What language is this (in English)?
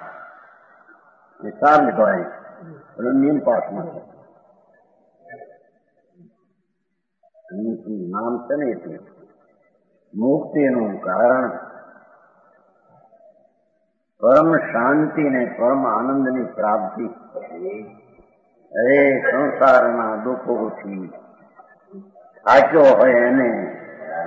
Gujarati